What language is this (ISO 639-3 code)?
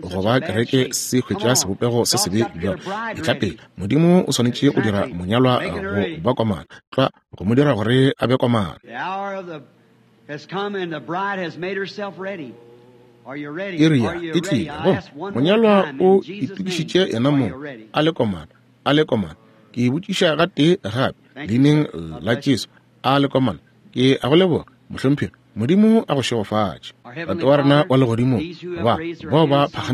nso